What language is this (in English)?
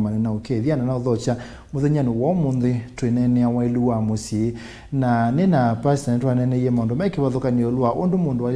Kamba